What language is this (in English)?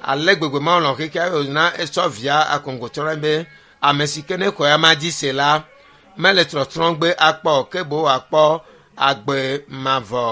Ewe